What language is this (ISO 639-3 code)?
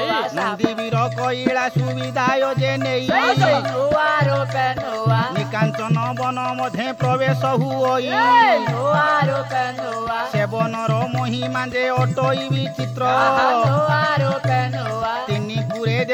ori